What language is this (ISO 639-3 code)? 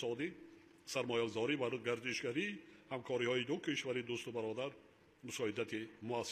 tgk